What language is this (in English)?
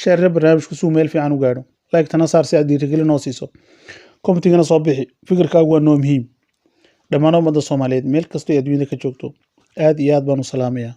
Somali